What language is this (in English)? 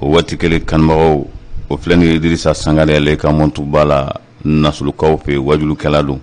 Bambara